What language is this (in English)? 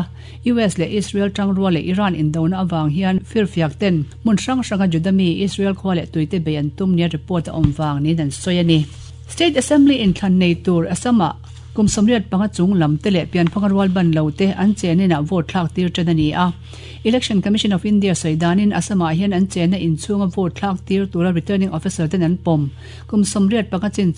Mizo